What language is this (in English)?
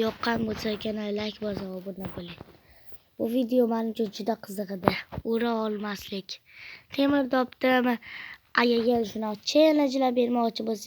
Uzbek